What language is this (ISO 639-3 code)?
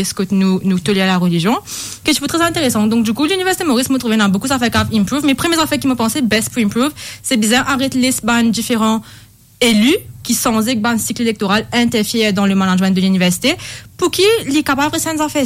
mfe